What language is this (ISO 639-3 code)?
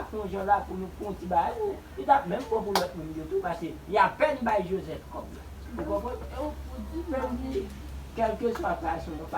hat